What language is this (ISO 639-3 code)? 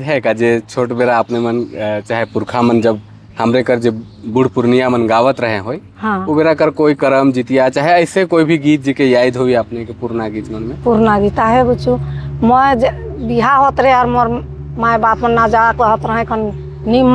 sck